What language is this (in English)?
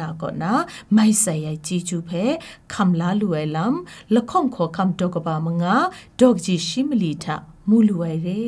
Kachin